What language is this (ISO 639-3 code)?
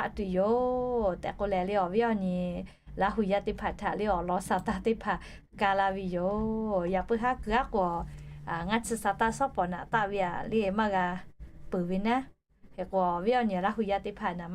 lhu